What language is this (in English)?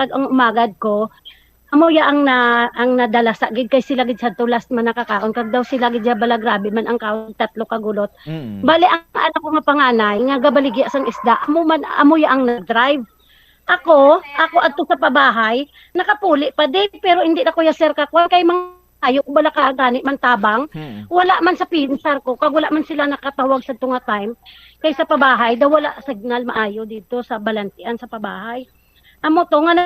Hiligaynon